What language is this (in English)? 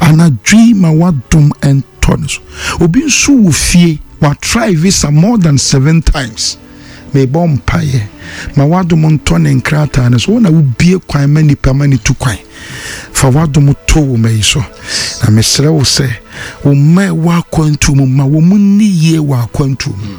Akan